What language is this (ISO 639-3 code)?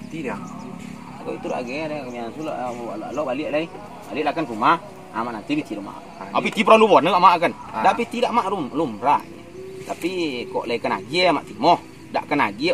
min